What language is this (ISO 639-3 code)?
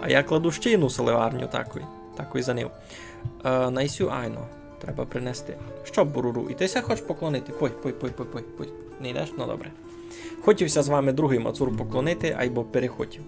rue